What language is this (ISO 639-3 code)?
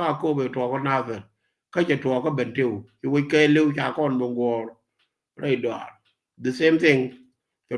nus